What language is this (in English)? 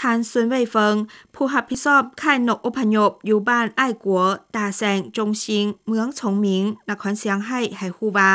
Lao